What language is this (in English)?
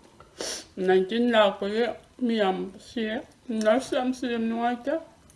Manipuri